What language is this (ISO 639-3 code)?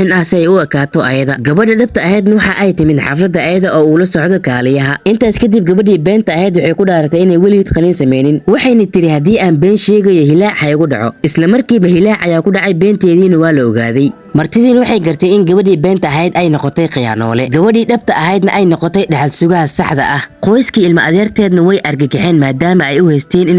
som